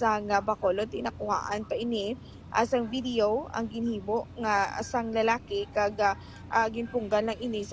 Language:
Hiligaynon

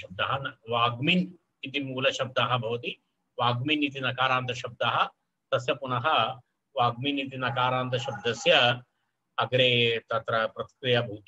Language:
Sanskrit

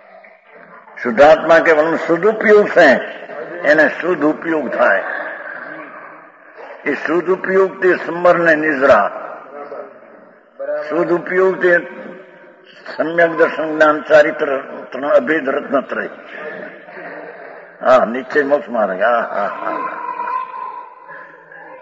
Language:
Gujarati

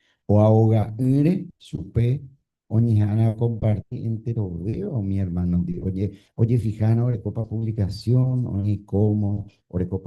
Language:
Guarani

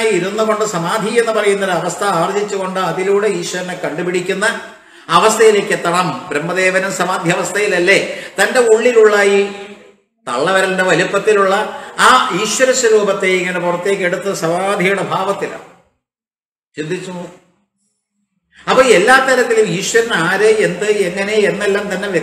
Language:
Malayalam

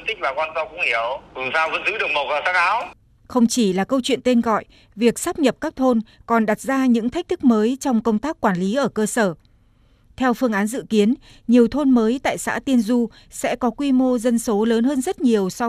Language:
Vietnamese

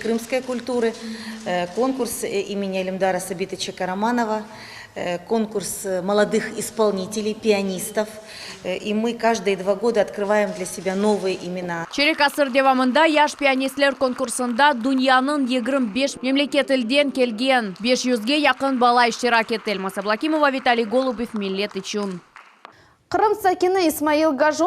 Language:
Crimean Tatar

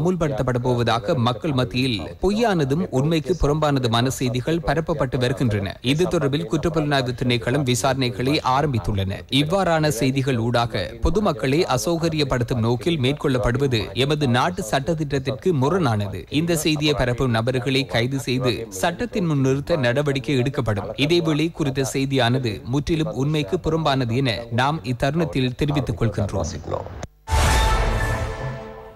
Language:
Tamil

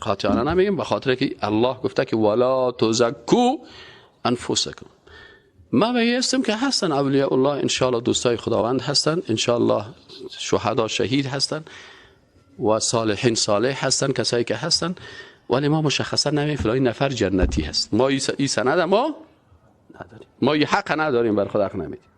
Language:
Persian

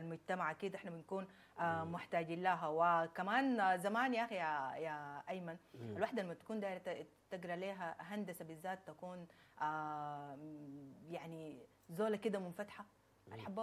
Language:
Sudanese Arabic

